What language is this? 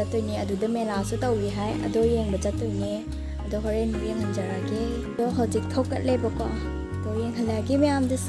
Manipuri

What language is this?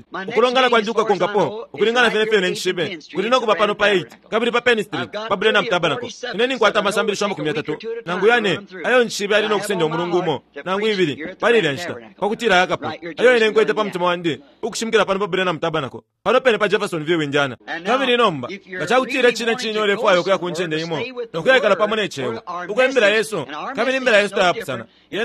Bemba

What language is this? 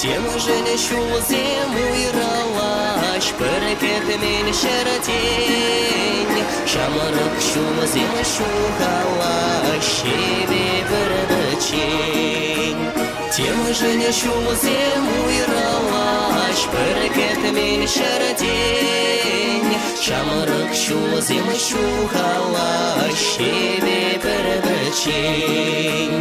Chuvash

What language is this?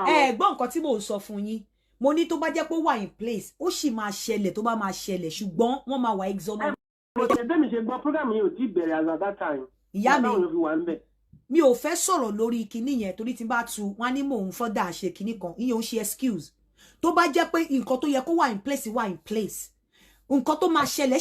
Yoruba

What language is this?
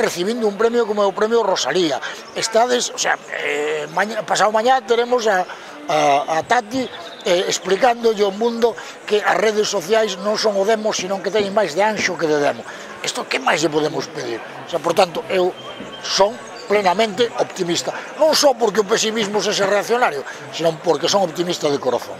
Galician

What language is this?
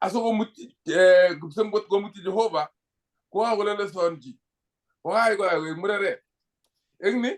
Kalenjin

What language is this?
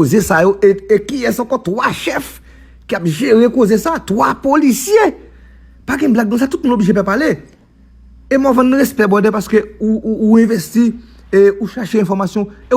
Haitian Creole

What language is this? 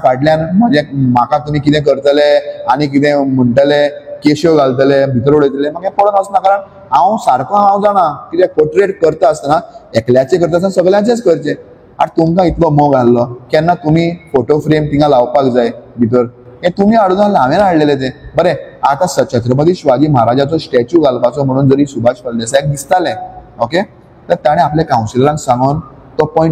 Konkani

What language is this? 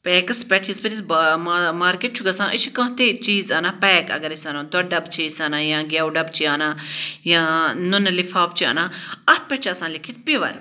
Kashmiri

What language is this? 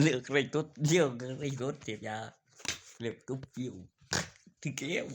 Northeastern Thai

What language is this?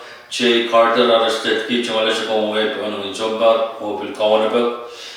Pohnpeian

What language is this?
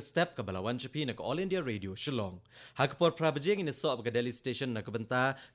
Khasi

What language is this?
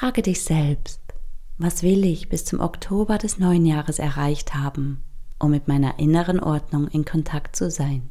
Swiss German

